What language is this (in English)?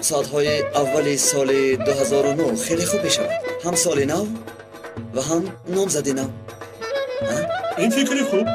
Tajik